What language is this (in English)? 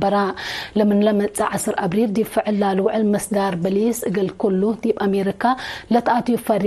Tigre